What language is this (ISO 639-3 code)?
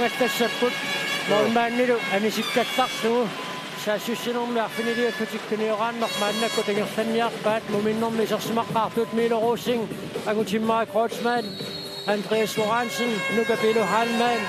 kal